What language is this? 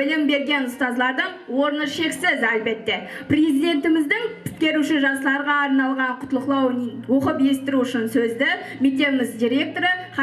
Kara-Kalpak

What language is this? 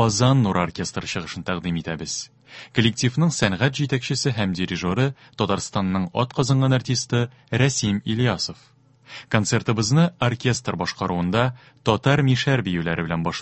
Tatar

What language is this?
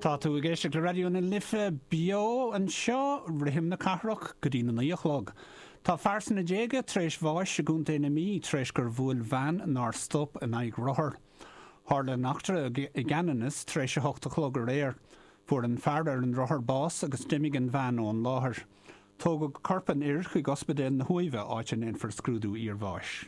Irish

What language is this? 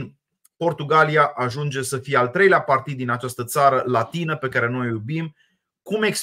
Romanian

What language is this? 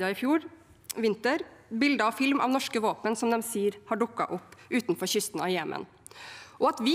Norwegian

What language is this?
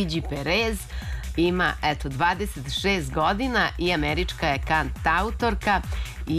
Serbian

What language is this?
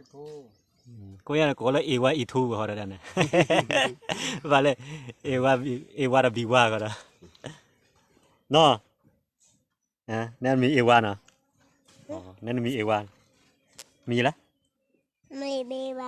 S'gaw Karen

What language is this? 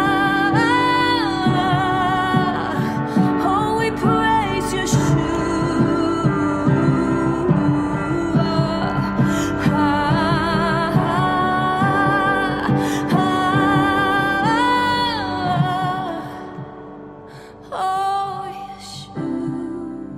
English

